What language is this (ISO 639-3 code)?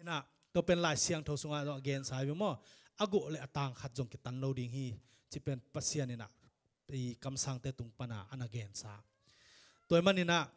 ctd